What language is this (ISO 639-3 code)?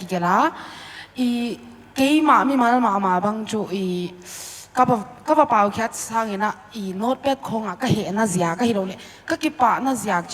pck